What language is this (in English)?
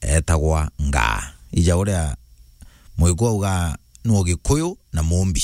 Meru